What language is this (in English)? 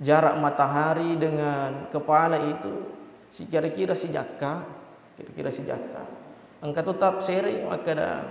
Buginese